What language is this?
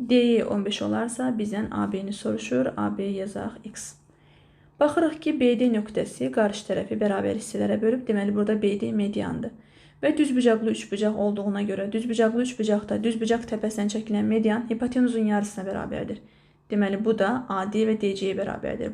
Azerbaijani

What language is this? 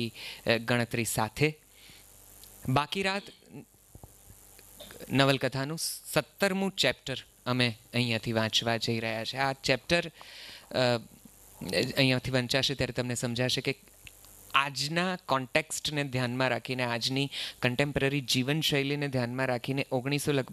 Gujarati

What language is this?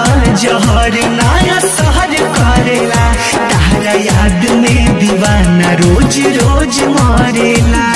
Bhojpuri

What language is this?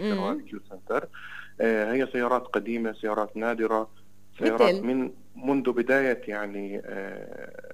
North Levantine Arabic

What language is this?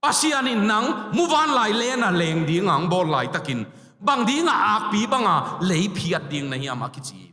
Tedim Chin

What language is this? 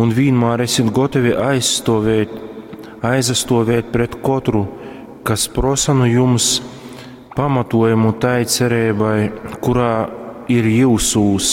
Latgalian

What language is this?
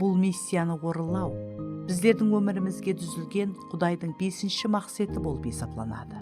Kara-Kalpak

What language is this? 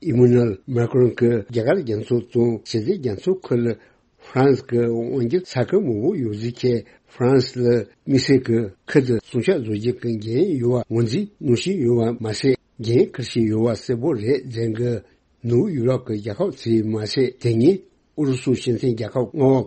Tibetan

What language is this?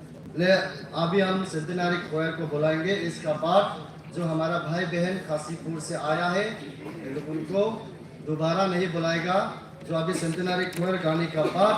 Hmar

